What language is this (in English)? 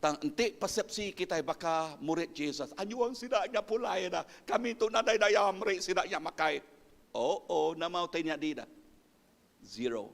Iban